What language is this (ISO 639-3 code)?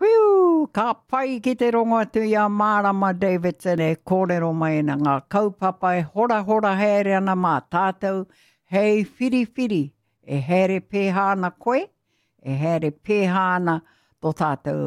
mri